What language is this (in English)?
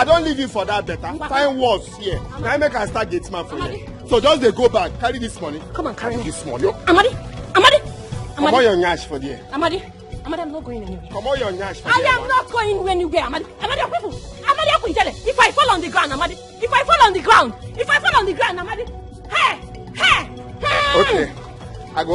Nigerian Pidgin